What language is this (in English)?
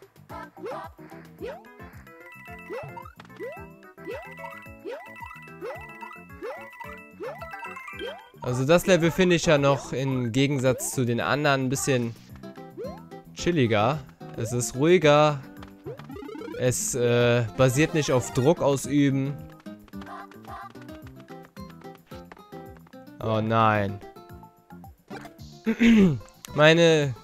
German